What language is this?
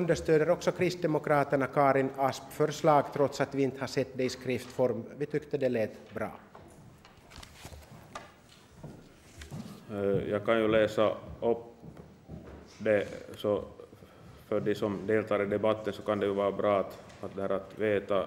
Swedish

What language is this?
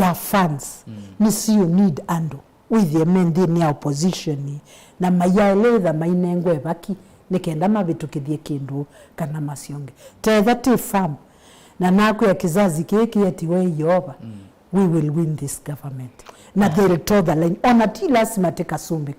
Kamba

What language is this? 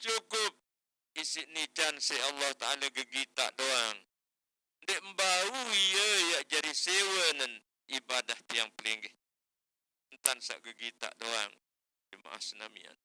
Sasak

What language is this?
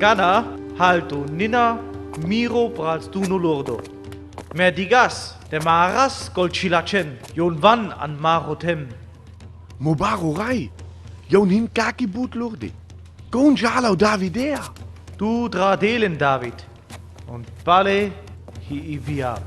Sinte Romani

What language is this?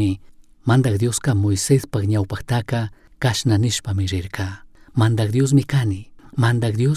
Chimborazo Highland Quichua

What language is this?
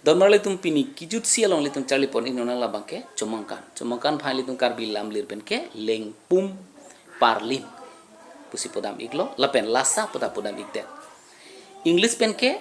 Karbi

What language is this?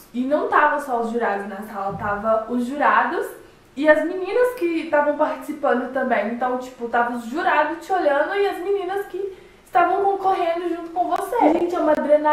Portuguese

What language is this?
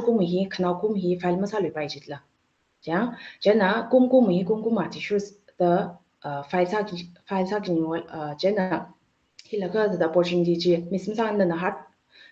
Tangkhul Naga (India)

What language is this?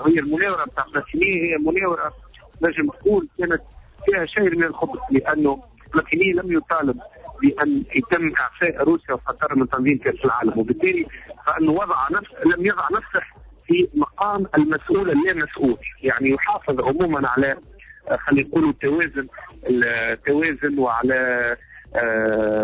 Tunisian Arabic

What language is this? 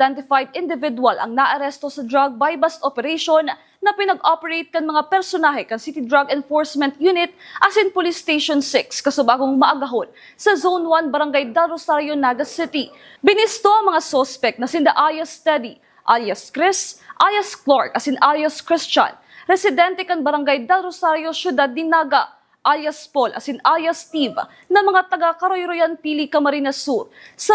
Bikol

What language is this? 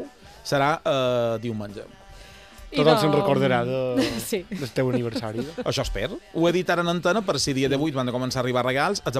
Catalan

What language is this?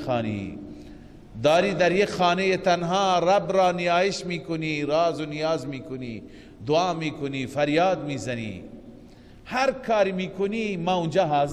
Persian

